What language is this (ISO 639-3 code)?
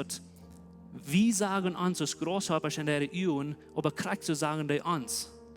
pdt